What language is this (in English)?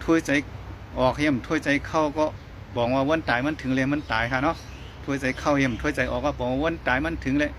Shan